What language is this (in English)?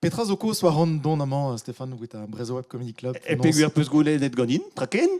Breton